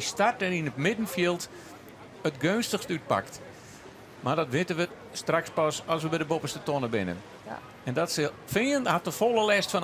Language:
Western Frisian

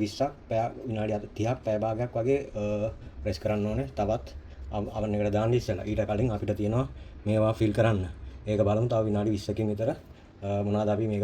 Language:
Sinhala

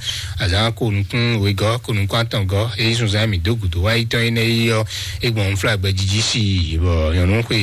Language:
Fon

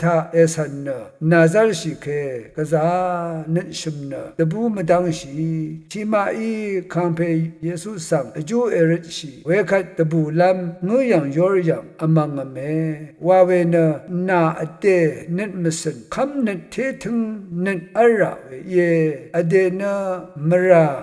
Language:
Rawang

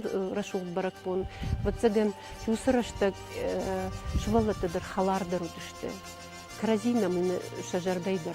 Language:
Ossetic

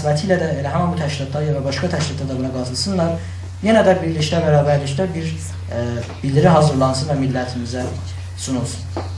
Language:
South Azerbaijani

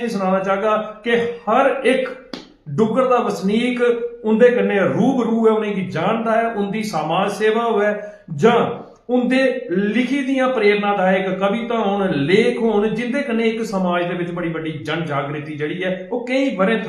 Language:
Dogri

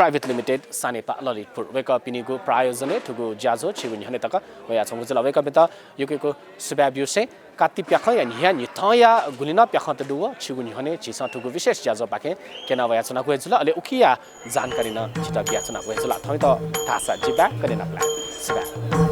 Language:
Newari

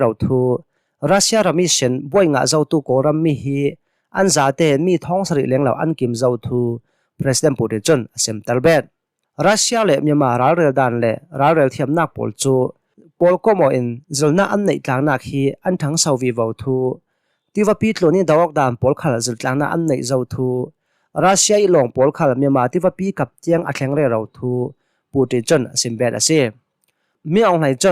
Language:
Hakha Chin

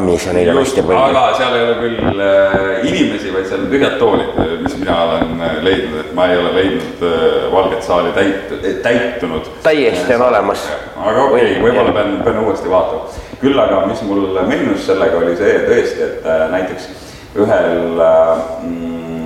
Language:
Estonian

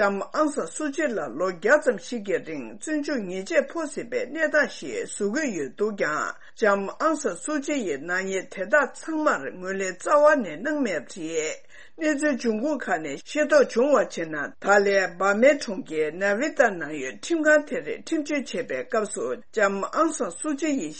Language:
Tibetan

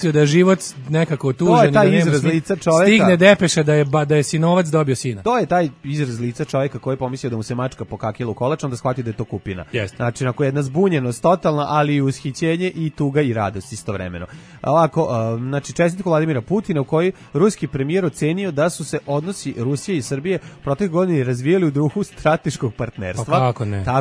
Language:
Serbian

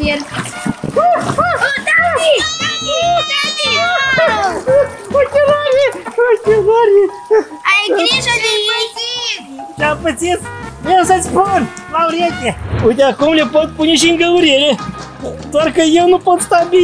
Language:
Romanian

